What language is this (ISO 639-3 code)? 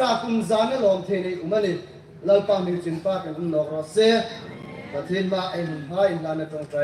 hmr